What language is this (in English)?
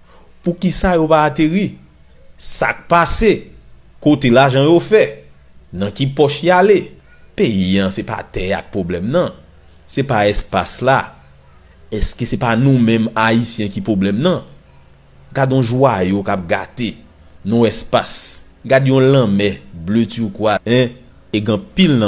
Haitian Creole